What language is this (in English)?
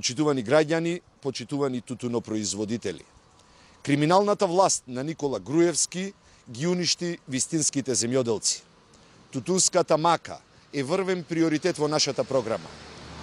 Macedonian